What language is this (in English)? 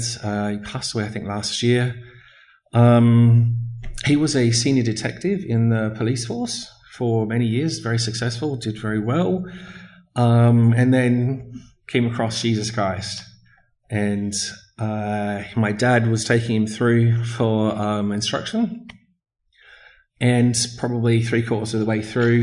English